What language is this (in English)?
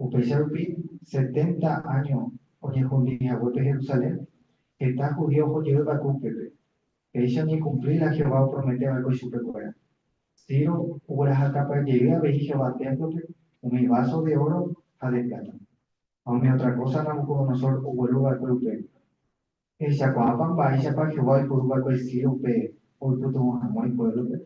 Guarani